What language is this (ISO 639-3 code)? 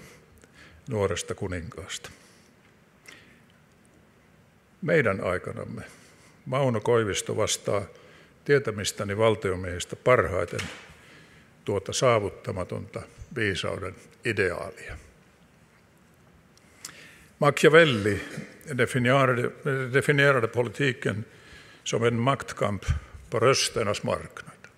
fin